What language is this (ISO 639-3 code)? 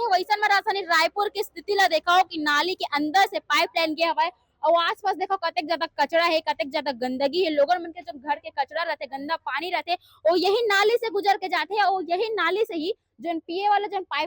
hne